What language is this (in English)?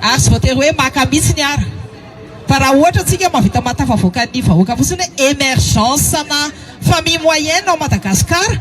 Malagasy